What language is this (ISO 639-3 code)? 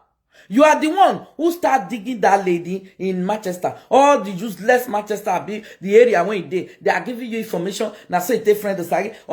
pcm